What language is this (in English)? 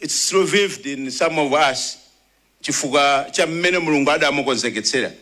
Nyanja